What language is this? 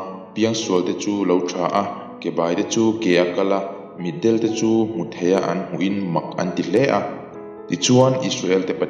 Mizo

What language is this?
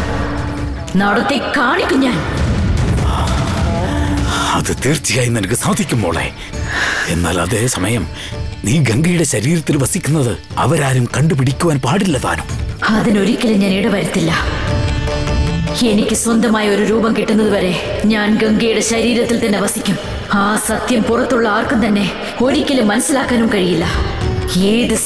Malayalam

